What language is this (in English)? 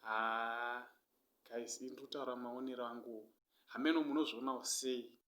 Shona